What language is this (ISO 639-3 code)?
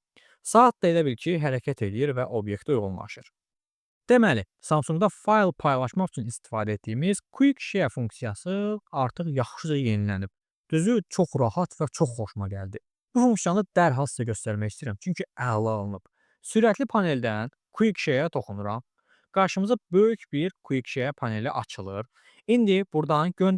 aze